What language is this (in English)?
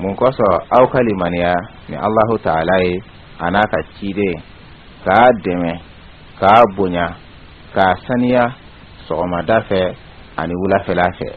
Bambara